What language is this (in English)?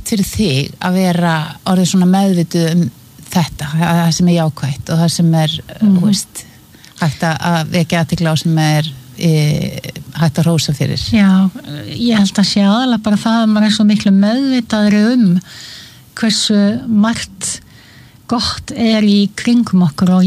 Icelandic